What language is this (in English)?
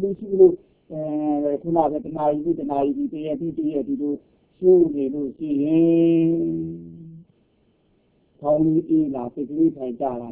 Burmese